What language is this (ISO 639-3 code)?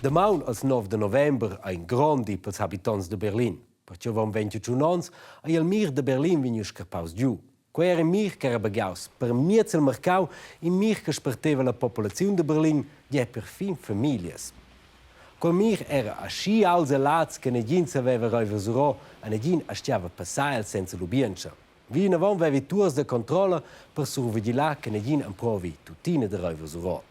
roh